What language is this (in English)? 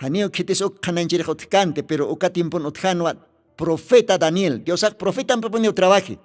Aymara